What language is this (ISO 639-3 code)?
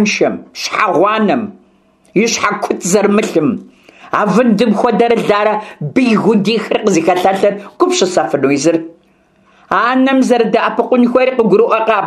kbd